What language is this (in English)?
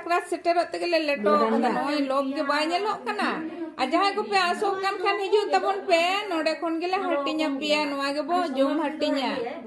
Santali